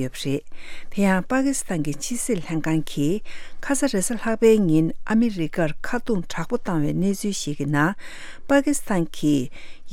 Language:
Tibetan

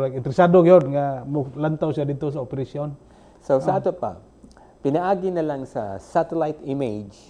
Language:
Cebuano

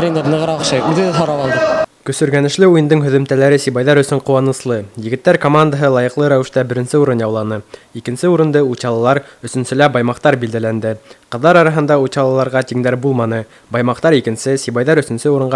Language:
Bashkir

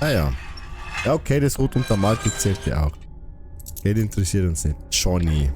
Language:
Bavarian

